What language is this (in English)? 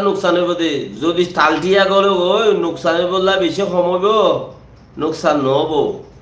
Rohingya